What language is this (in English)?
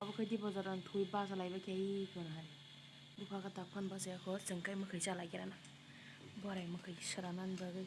Kok Borok